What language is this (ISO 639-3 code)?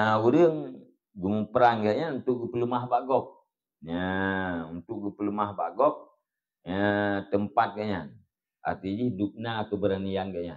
ace